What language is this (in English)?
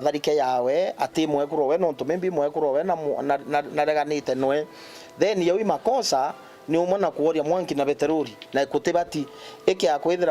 Meru